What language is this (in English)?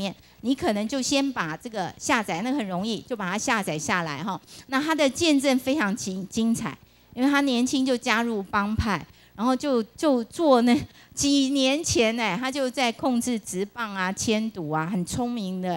Chinese